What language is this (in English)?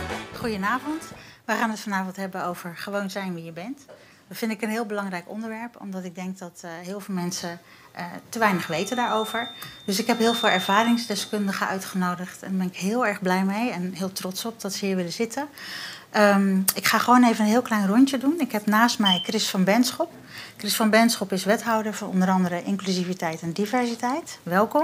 Dutch